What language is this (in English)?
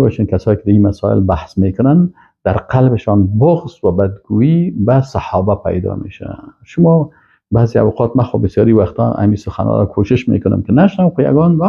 Persian